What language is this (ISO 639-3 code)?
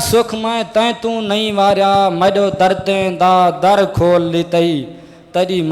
skr